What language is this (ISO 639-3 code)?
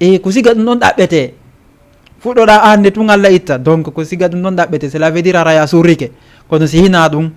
ful